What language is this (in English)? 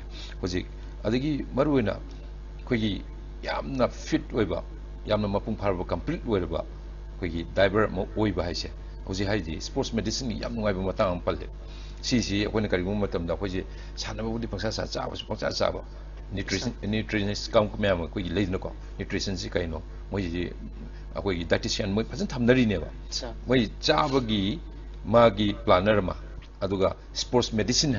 Manipuri